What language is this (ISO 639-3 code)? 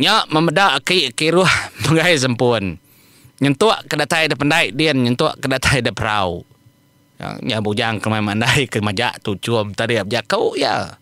iba